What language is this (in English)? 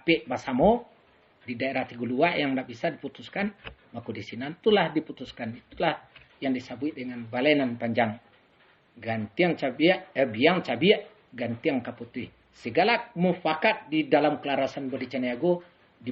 Minangkabau